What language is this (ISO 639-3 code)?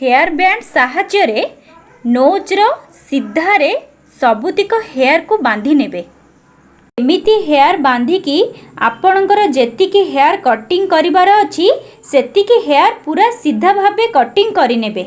ori